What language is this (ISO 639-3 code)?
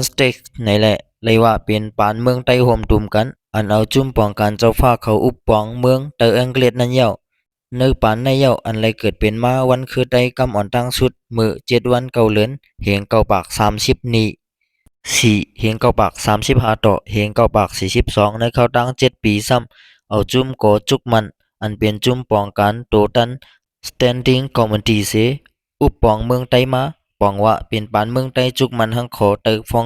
shn